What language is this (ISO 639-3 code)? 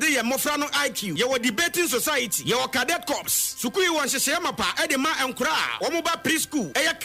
aka